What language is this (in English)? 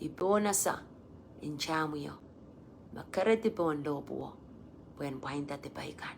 Pohnpeian